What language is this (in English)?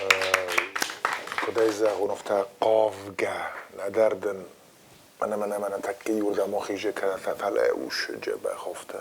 Ossetic